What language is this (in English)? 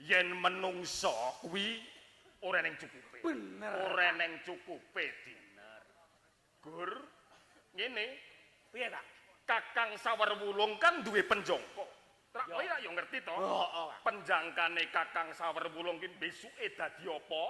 Javanese